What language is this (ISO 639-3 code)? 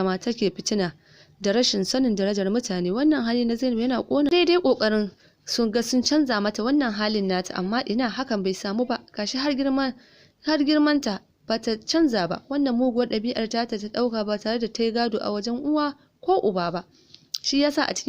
hau